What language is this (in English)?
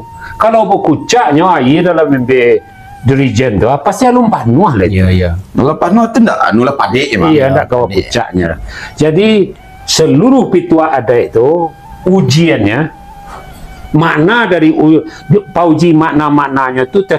Minangkabau